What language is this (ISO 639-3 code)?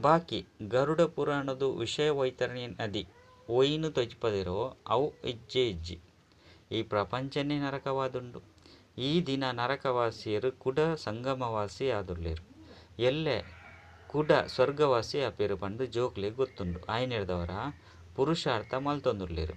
tcy